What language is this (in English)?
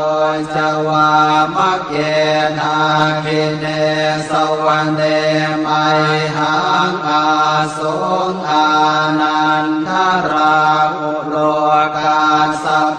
Pali